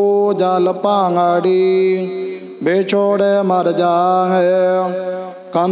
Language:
Punjabi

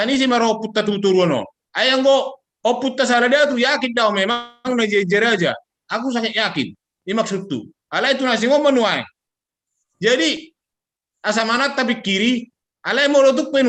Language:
Batak Toba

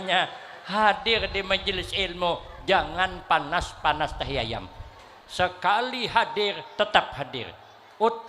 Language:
Banjar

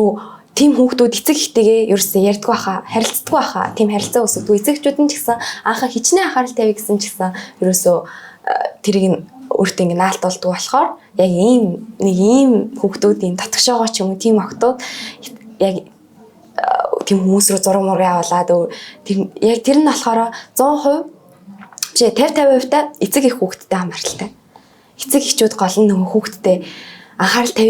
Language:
Mongolian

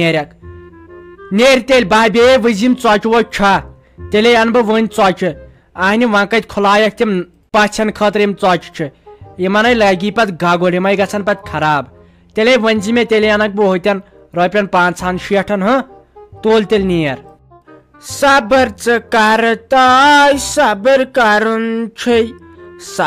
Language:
Kashmiri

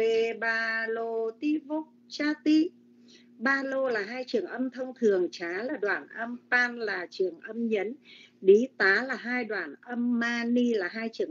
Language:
Vietnamese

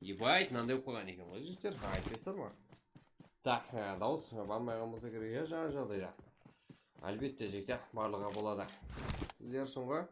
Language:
Kara-Kalpak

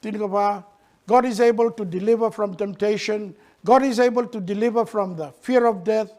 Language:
Fijian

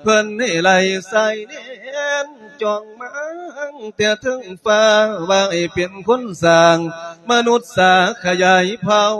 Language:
Lao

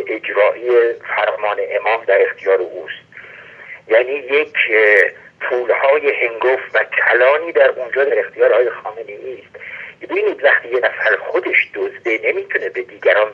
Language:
Persian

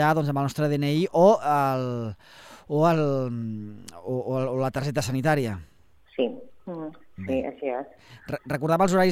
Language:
Catalan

